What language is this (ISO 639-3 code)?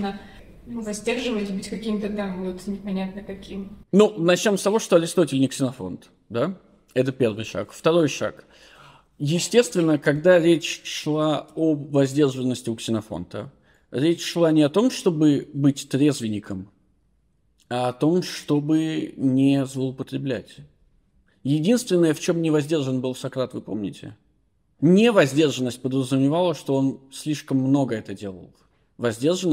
rus